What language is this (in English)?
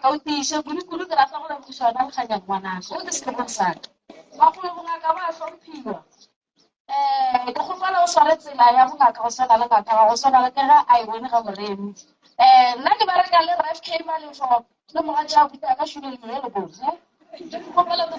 Northern Sotho